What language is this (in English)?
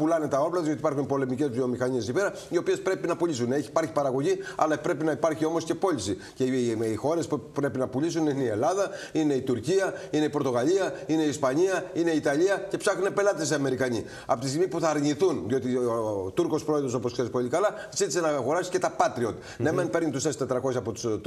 Greek